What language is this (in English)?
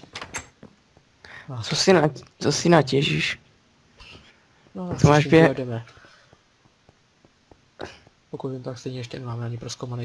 Czech